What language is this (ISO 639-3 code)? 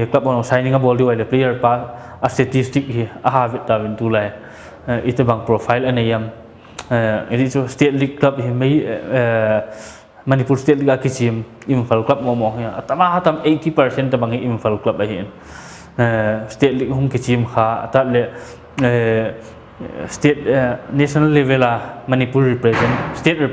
pck